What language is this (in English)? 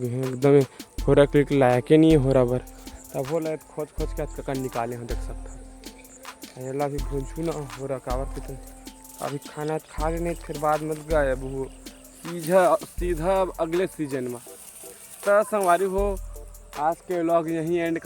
Chhattisgarhi